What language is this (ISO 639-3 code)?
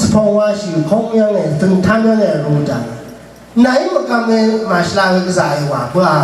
raw